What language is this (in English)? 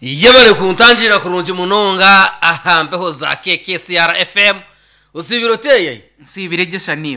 Nyankole